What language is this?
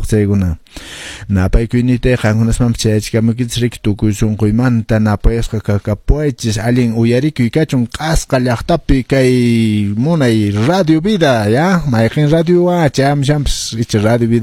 Quechua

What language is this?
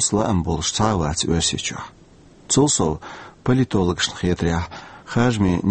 Chechen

